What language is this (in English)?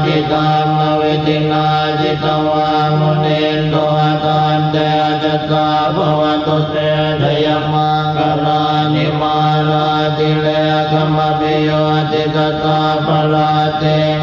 Pali